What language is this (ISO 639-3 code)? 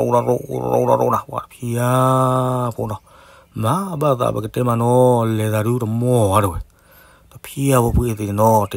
ksw